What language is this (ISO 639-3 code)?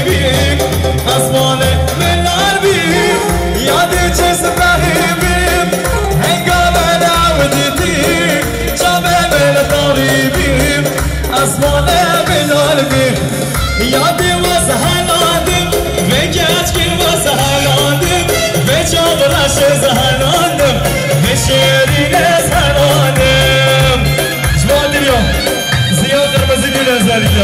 kur